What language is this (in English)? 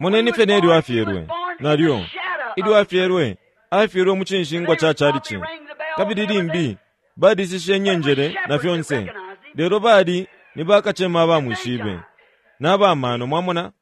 Bemba